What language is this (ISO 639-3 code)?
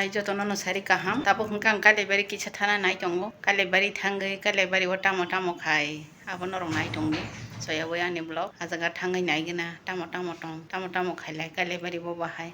trp